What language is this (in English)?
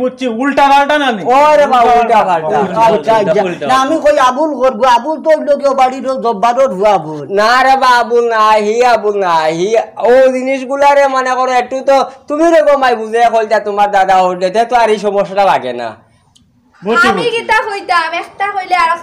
Sylheti